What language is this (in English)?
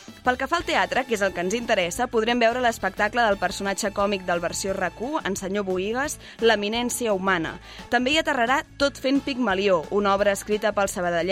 Catalan